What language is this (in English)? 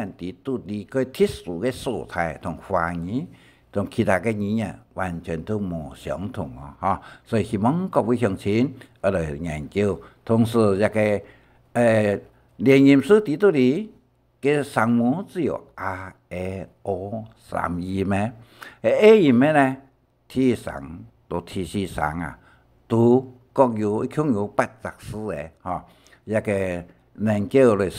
Hakka Chinese